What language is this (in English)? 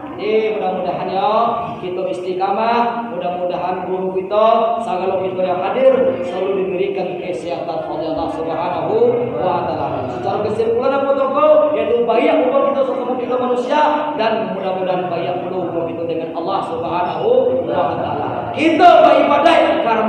Minangkabau